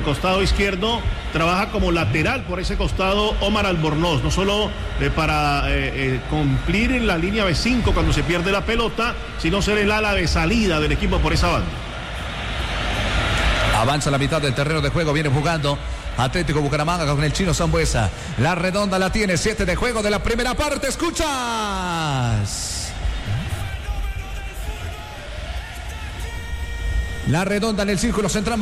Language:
Spanish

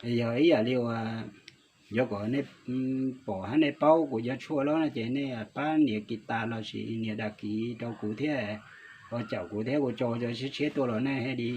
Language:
Hmong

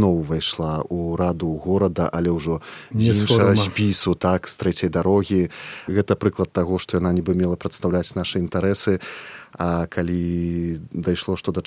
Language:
Belarusian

